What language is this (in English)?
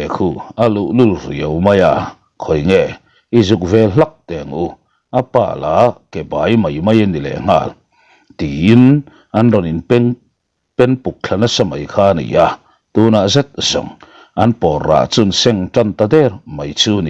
Mizo